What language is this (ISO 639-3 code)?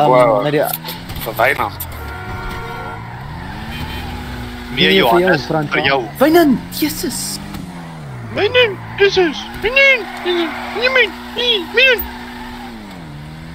afr